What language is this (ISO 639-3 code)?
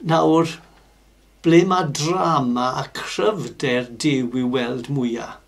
cym